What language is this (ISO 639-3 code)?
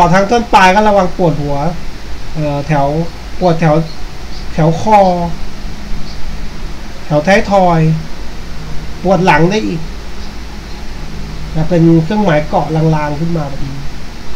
tha